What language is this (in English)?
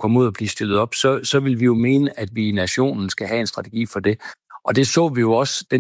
Danish